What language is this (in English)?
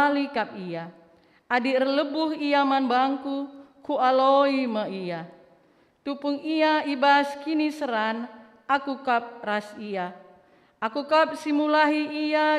Batak Karo